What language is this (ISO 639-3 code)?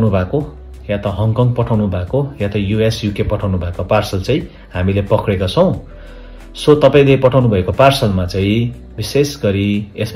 nep